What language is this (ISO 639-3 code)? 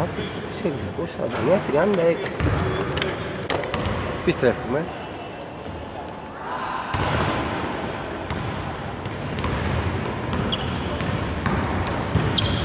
ell